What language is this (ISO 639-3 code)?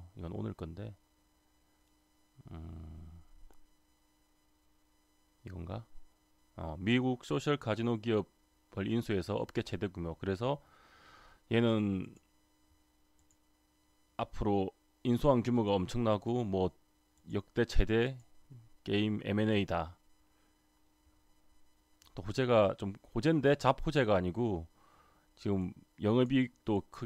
kor